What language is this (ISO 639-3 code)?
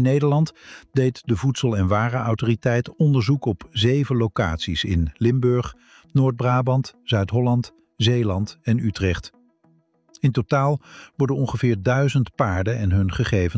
nld